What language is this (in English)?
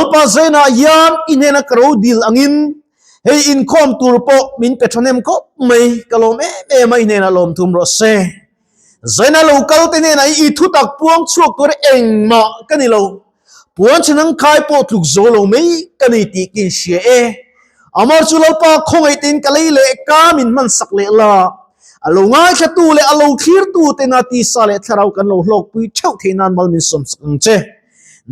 Mizo